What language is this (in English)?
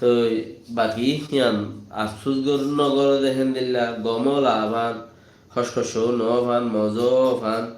Rohingya